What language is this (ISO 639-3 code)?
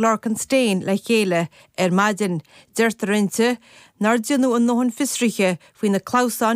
gle